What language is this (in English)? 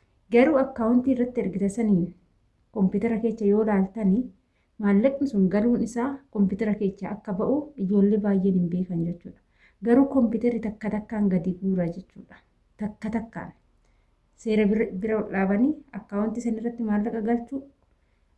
Oromo